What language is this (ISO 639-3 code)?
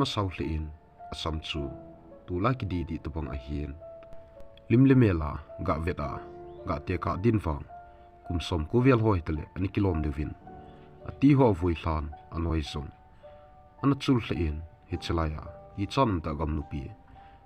tcz